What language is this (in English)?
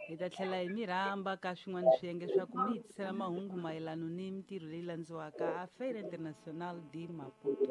Tsonga